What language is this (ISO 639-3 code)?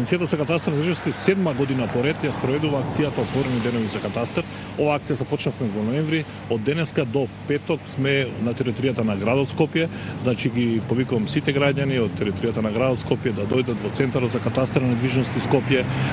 mkd